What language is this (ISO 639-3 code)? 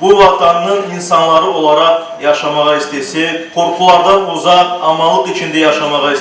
crh